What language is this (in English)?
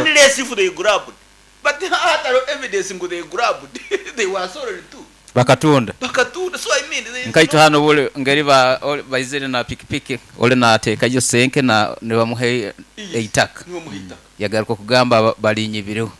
Nyoro